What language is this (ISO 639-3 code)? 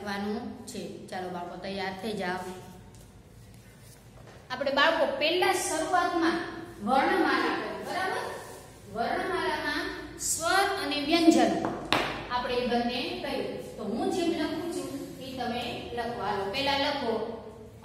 guj